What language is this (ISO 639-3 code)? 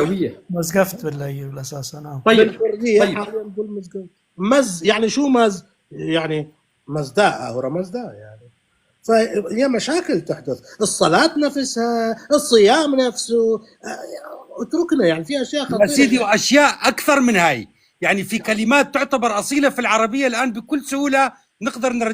apc